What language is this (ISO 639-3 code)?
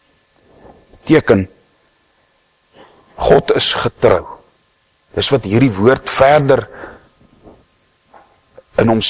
afr